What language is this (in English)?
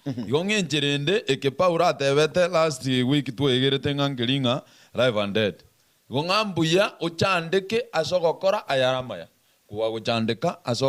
Gusii